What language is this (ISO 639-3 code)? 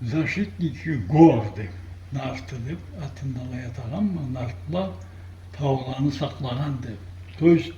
krc